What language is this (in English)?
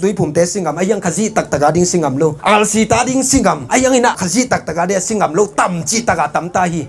Tedim Chin